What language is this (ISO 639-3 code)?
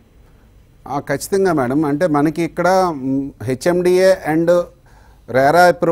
tel